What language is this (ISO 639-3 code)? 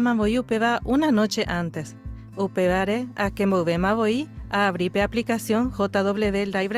grn